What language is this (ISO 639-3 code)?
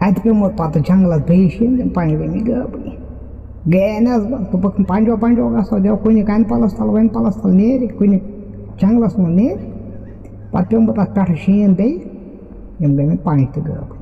kas